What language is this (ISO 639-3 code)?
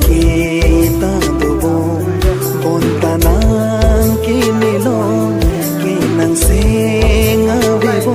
mjw